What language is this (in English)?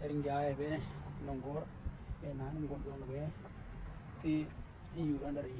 Western Dani